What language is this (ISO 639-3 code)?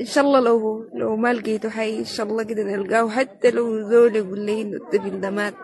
apd